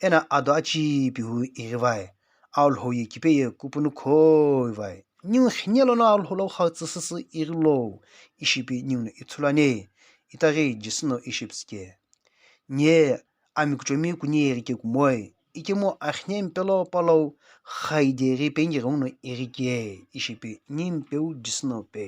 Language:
Sumi Naga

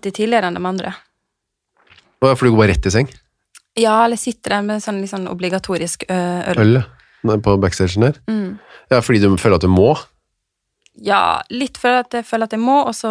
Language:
Norwegian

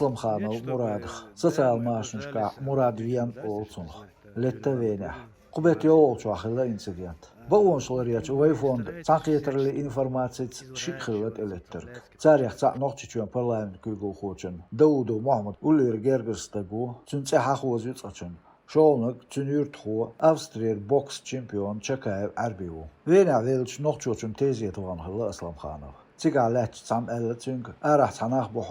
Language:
Chechen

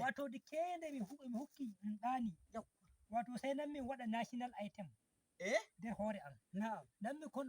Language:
Nigerian Fulfulde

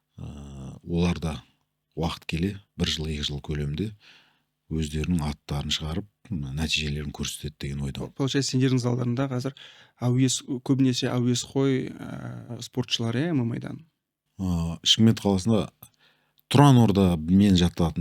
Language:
Kazakh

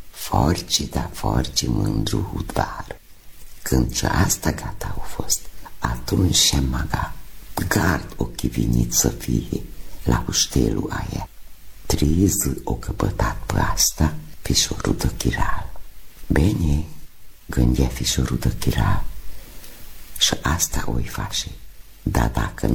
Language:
Romanian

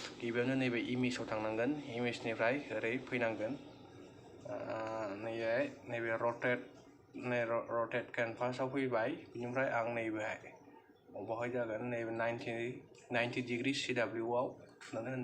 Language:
Bodo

